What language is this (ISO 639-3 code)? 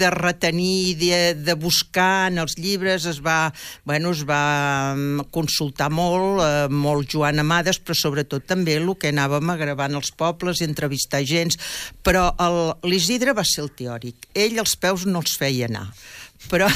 cat